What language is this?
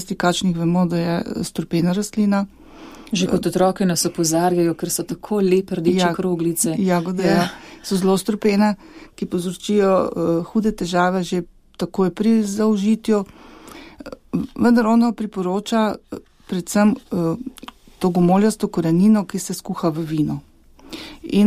Slovenian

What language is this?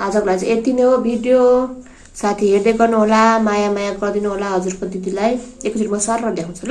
Nepali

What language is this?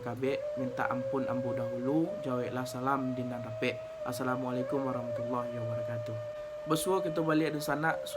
Minangkabau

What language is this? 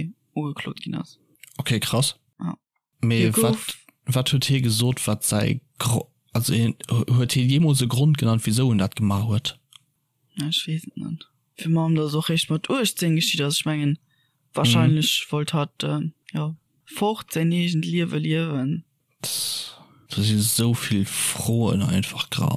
Luxembourgish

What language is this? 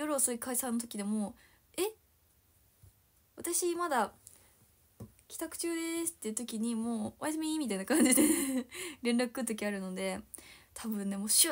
Japanese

